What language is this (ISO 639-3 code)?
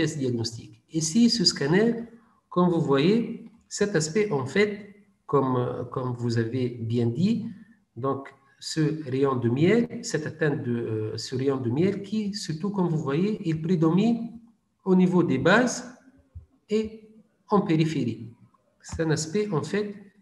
fra